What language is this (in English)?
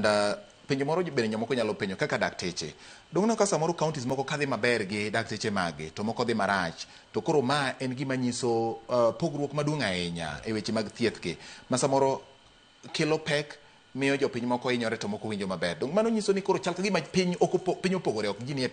Luo (Kenya and Tanzania)